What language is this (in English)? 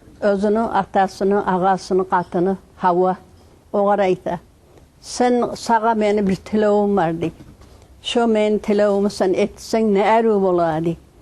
Kumyk